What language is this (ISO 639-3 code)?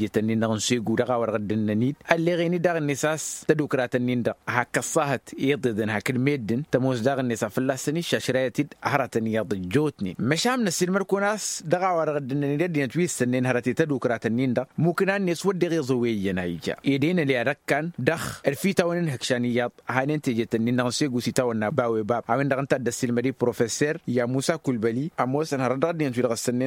taq